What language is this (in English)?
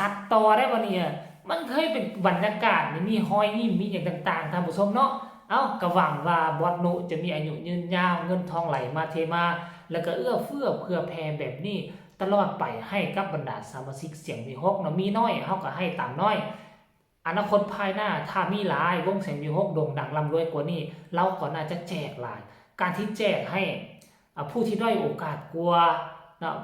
Northeastern Thai